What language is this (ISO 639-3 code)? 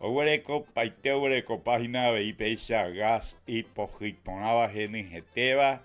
grn